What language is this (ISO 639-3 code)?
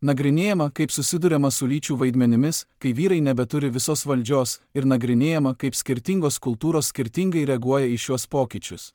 lit